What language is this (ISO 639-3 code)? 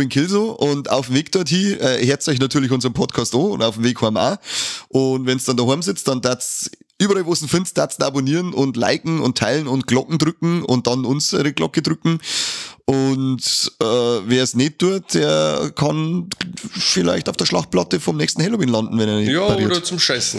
bar